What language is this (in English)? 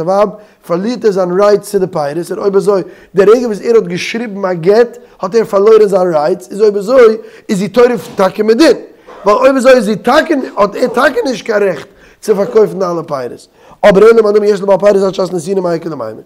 Yiddish